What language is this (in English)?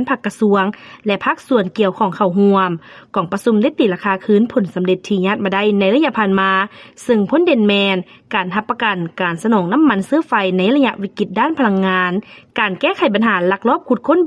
Lao